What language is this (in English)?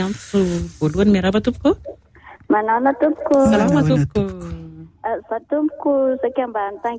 Malagasy